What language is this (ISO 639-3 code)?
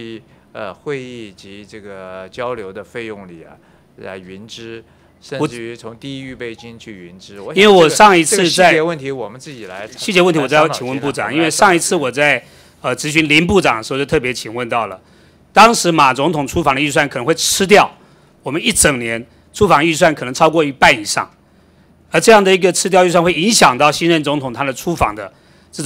zho